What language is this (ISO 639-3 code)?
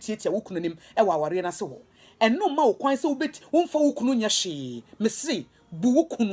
aka